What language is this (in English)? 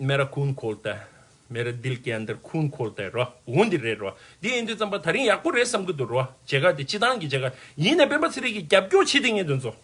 Tibetan